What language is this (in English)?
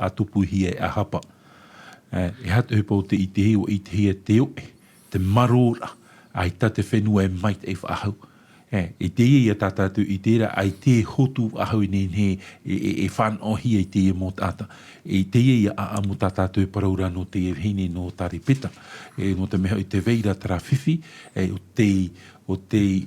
Tahitian